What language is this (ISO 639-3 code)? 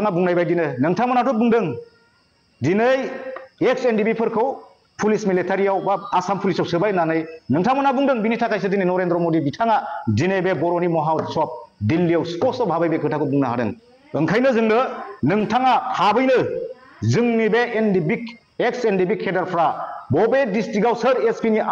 brx